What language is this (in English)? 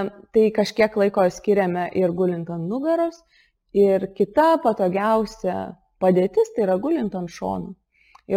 Lithuanian